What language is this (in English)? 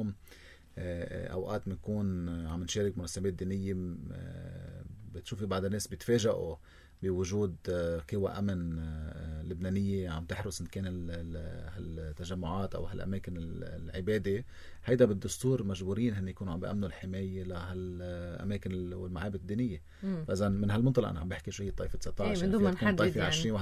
North Levantine Arabic